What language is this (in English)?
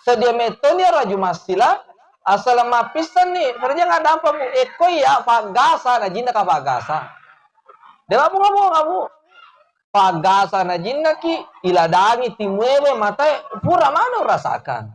Buginese